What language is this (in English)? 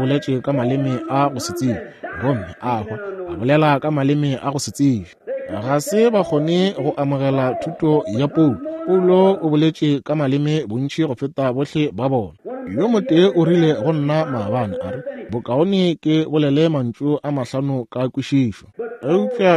Northern Sotho